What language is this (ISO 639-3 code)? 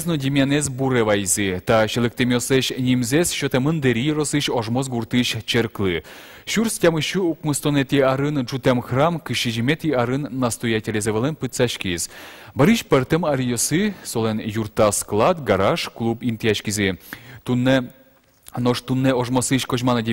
udm